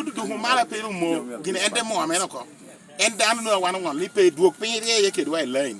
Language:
Lango (Uganda)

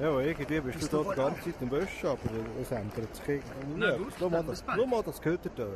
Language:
Swiss German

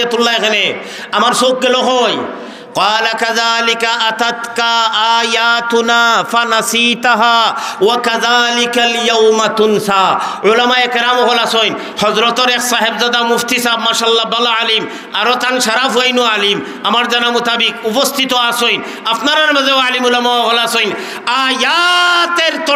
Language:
Sylheti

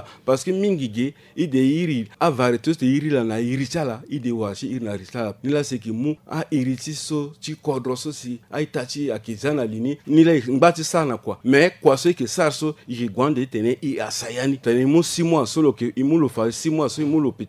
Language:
Sango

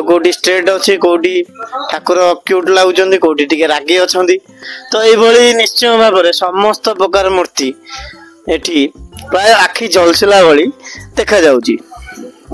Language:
Odia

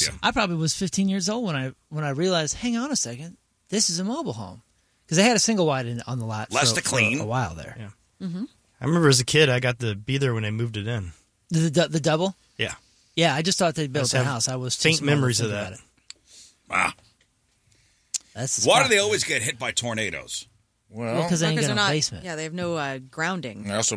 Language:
English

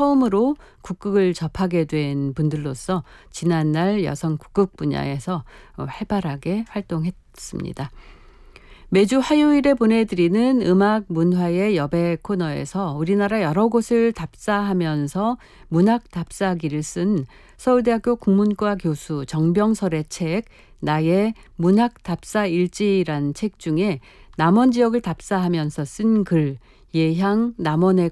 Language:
Korean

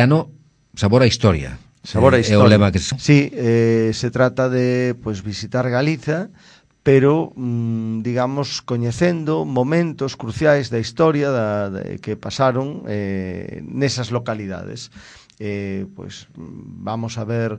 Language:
Galician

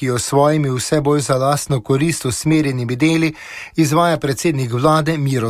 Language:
Slovenian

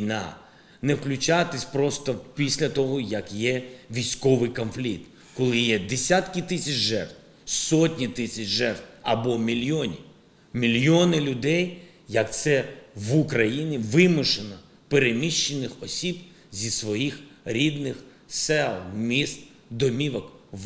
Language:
Ukrainian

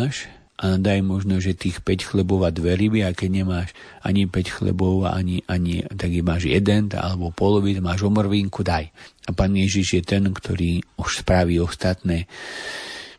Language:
Slovak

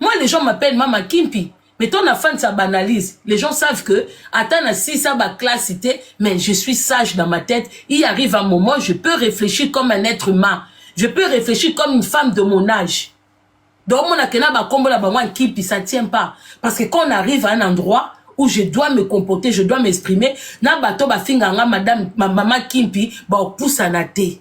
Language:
Lingala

